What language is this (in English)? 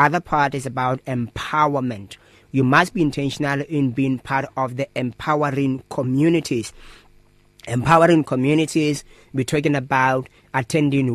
English